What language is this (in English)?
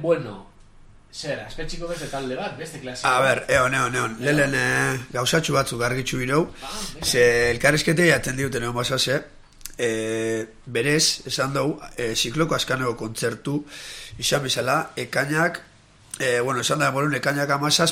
Basque